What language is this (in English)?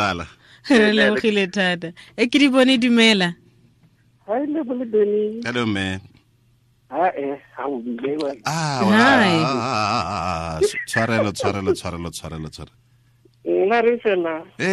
Tswana